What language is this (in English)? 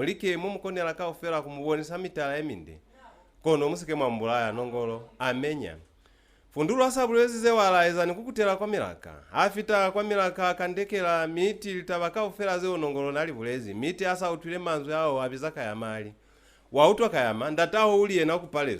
Lozi